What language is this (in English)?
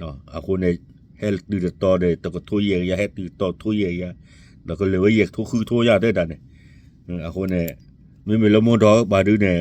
S'gaw Karen